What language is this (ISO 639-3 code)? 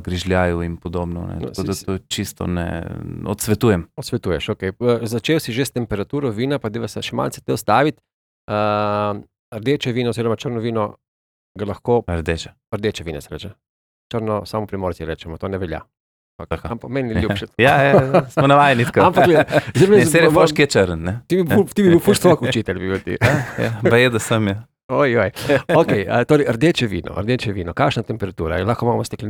slv